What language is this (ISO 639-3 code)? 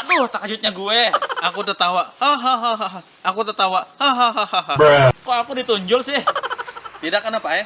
bjn